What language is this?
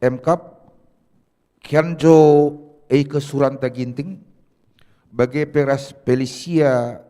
Batak Karo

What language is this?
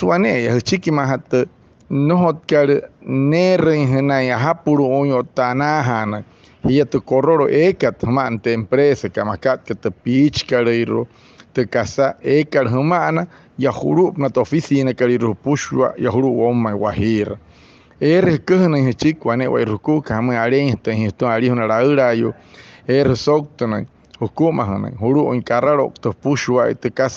Wayuu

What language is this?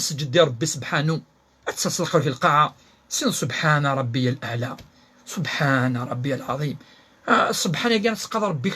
Kabyle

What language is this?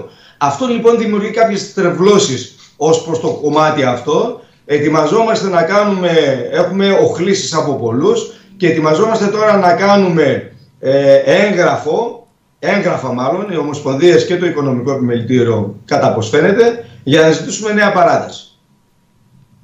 Greek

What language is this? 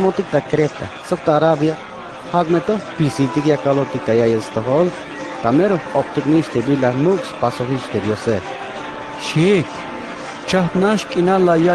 Tzeltal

